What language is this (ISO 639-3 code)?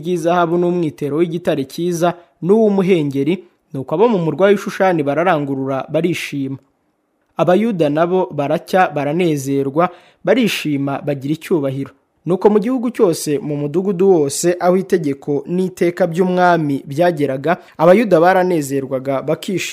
kin